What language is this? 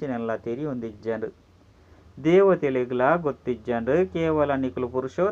Tulu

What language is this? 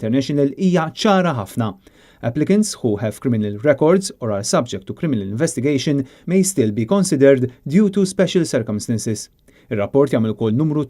Maltese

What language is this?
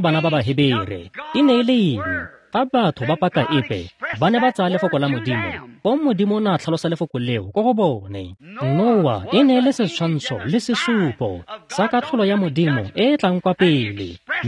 Tswana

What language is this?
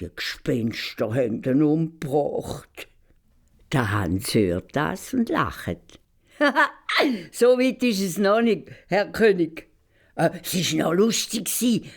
Swiss German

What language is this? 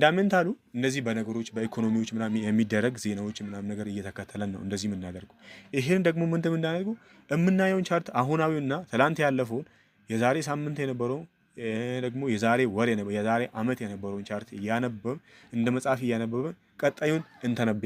Amharic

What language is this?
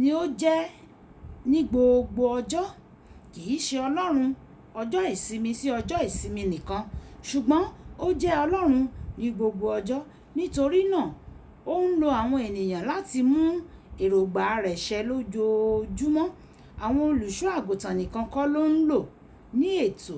Yoruba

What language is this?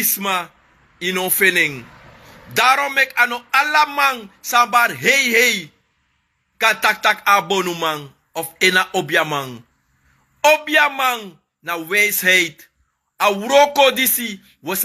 Sranan Tongo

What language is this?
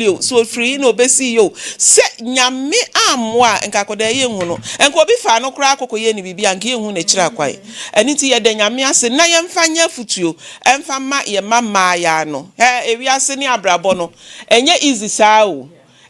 Akan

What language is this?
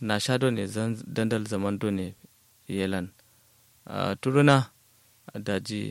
Kanuri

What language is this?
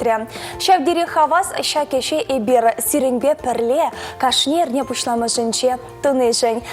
Chuvash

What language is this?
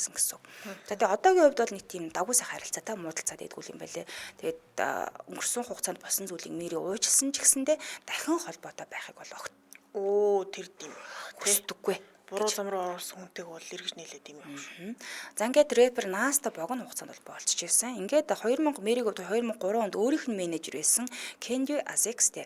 Mongolian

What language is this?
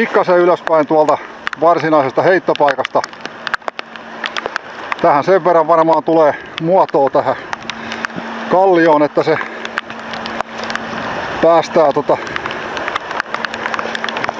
Finnish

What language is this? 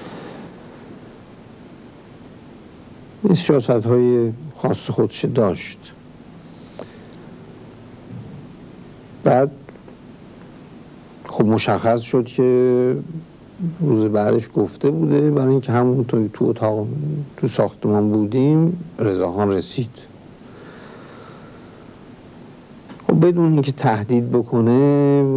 Persian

